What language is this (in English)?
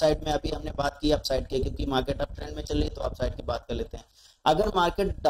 Hindi